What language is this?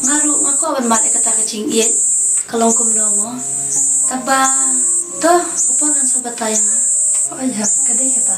Khasi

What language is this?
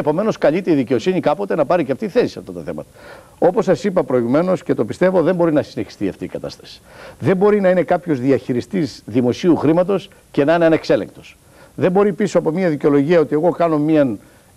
Greek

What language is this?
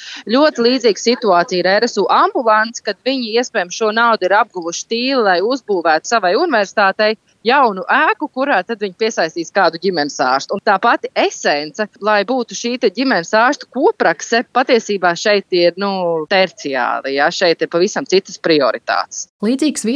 Latvian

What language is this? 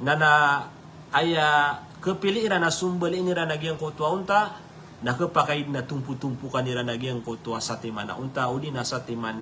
Maranao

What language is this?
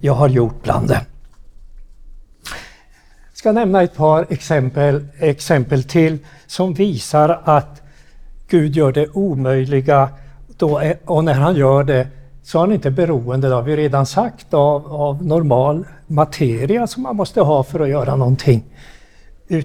Swedish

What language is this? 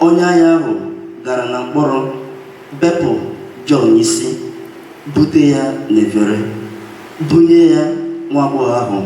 Igbo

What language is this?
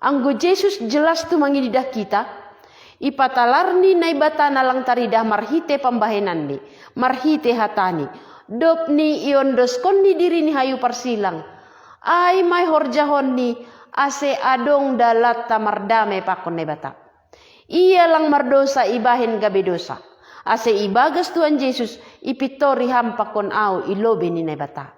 Batak Simalungun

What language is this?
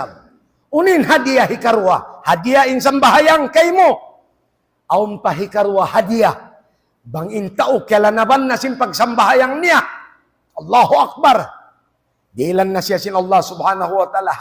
Tausug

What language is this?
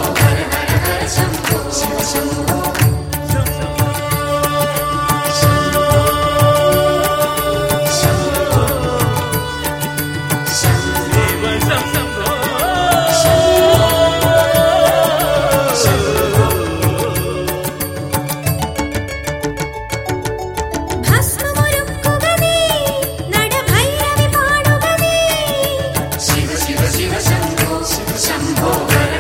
Malayalam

